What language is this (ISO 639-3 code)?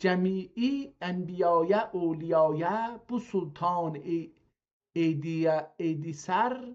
azb